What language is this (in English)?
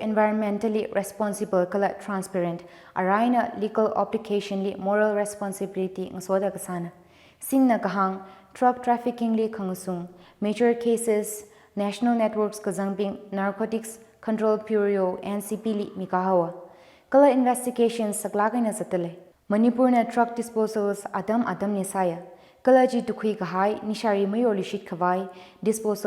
Tangkhul Naga (India)